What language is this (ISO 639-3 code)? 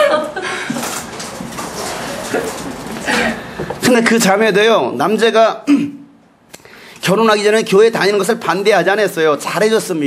kor